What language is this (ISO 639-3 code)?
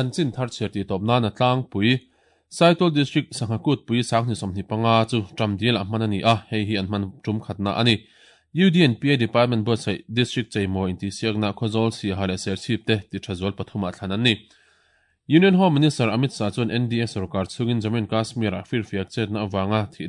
lus